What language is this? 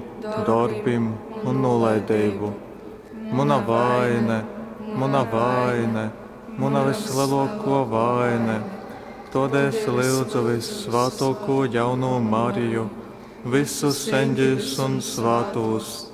Latgalian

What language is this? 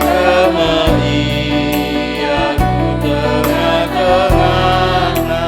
Batak Karo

